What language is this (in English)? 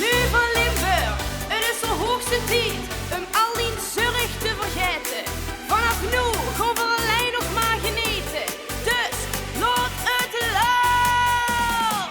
Limburgish